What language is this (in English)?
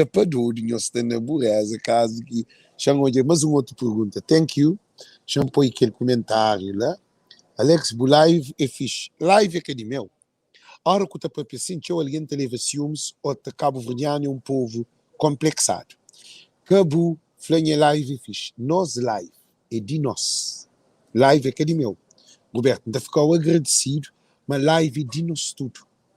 Kabuverdianu